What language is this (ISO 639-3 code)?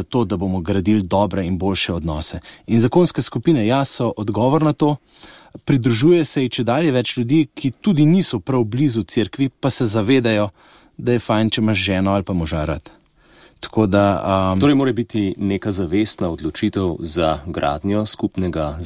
slv